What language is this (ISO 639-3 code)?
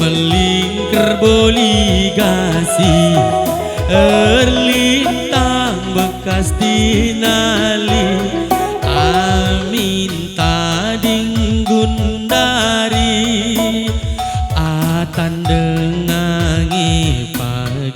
btx